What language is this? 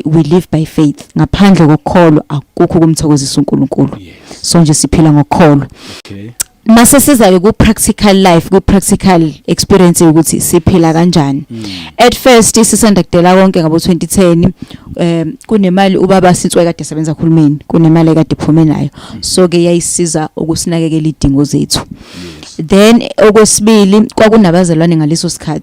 Zulu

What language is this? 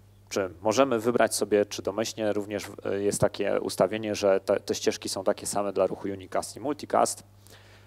Polish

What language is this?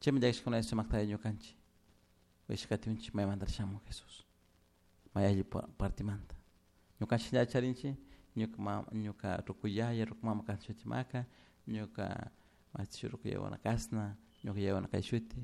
Chimborazo Highland Quichua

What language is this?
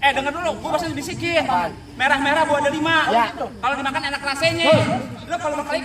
Betawi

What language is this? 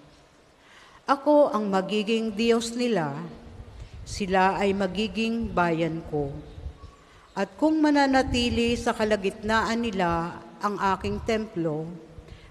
Filipino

